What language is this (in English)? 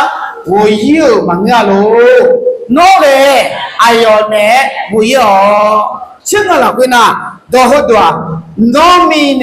Akha